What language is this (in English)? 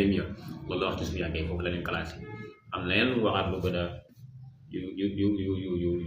Wolof